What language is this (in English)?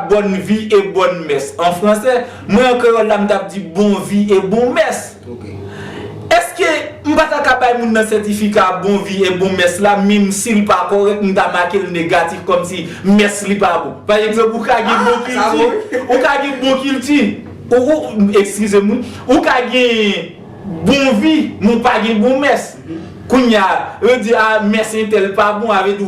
Haitian Creole